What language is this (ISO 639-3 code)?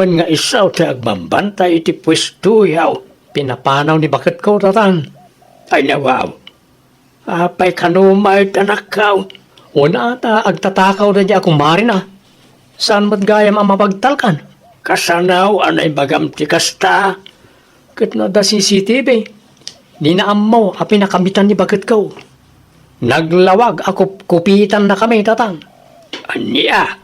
ilo